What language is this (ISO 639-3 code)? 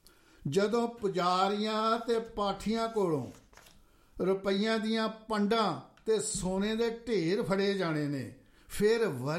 pan